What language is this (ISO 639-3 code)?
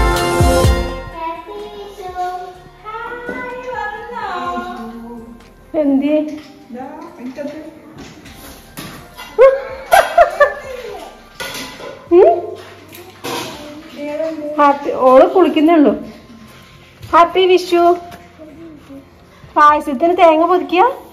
mal